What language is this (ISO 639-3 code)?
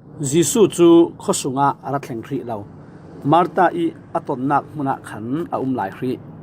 cfm